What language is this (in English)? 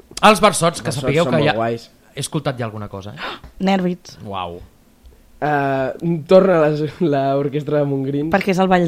Catalan